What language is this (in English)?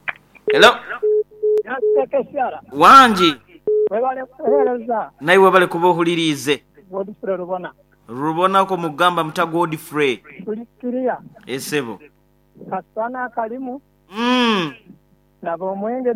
Nyoro